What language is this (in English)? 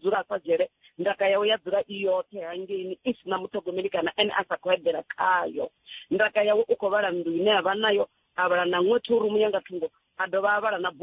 Venda